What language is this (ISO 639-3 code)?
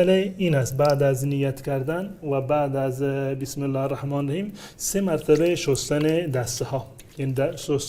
fas